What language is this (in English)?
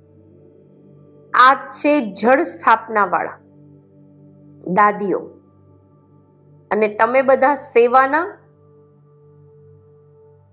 Gujarati